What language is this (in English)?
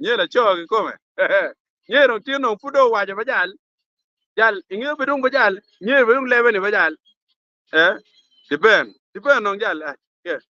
Acoli